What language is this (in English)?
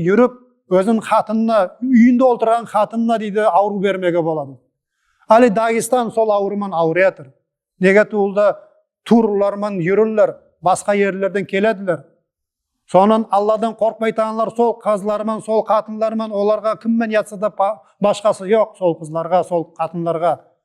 Nogai